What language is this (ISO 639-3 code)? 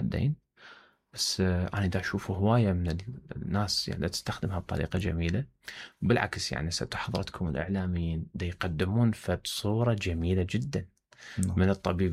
acm